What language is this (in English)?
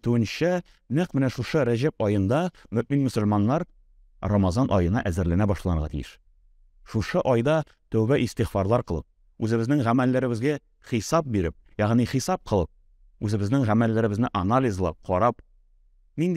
Tatar